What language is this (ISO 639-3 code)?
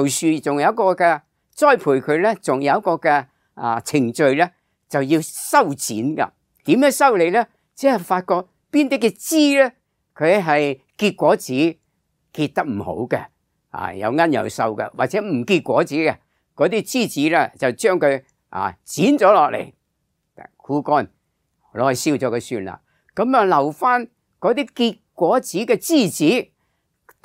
yue